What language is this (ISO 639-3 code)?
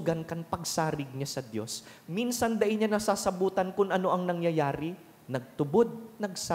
bik